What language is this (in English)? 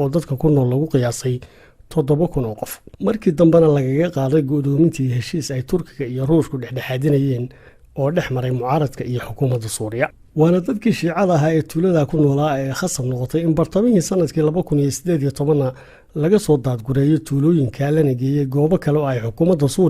Somali